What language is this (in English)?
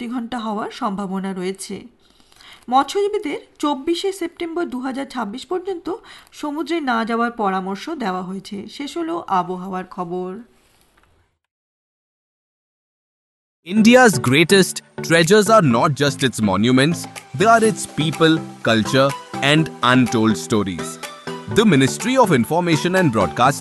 Bangla